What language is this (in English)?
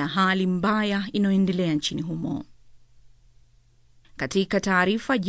Swahili